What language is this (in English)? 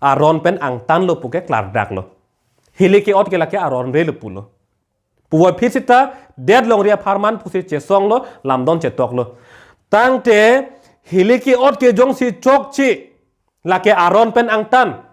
Karbi